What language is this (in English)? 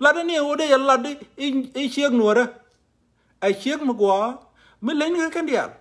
Nuer